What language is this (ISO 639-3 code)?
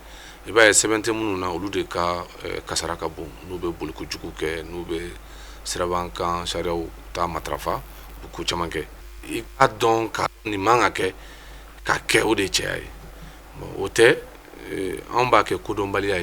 bam